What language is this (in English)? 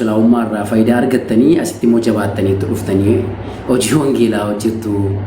Oromo